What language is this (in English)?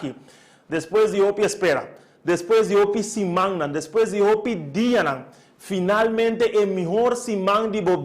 Papiamento